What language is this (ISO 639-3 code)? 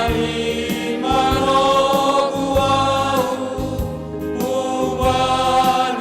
bts